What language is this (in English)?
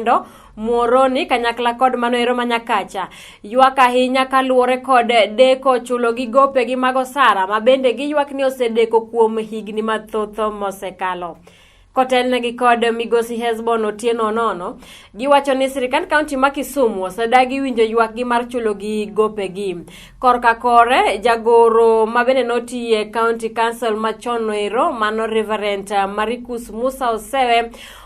Luo (Kenya and Tanzania)